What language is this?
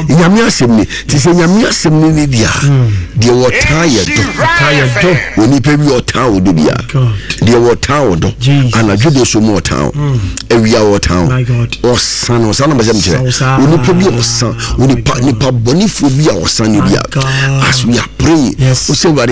Akan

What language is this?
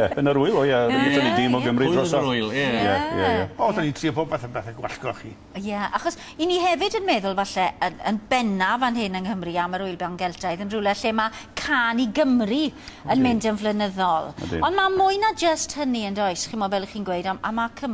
Welsh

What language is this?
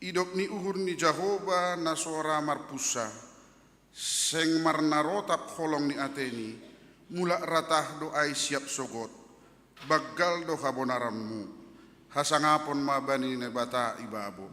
Batak Simalungun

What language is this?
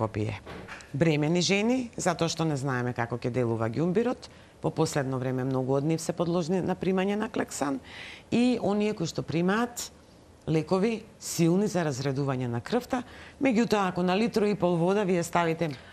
Macedonian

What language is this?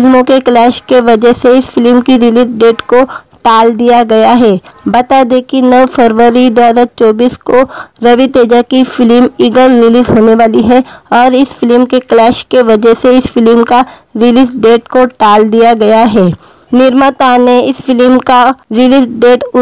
Hindi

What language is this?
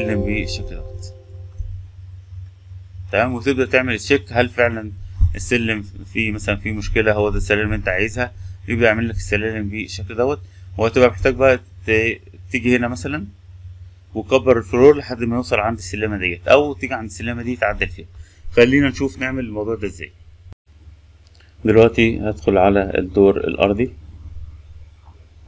Egyptian Arabic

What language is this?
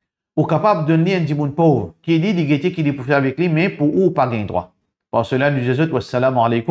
Morisyen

